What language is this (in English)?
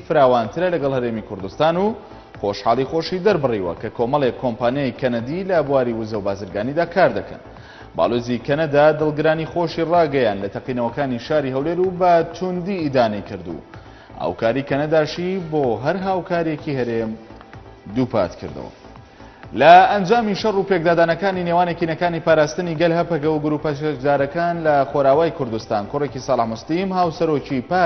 Central Kurdish